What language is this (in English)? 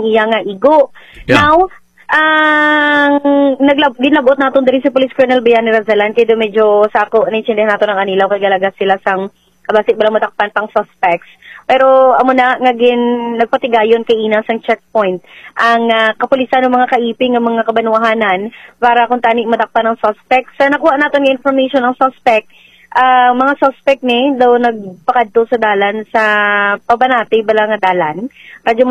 Hiligaynon